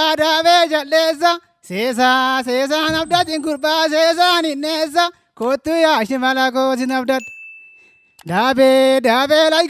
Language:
Oromo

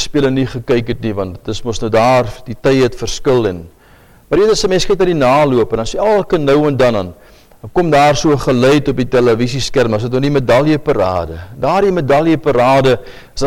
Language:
Afrikaans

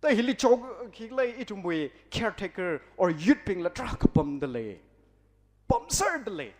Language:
Tangkhul Naga (India)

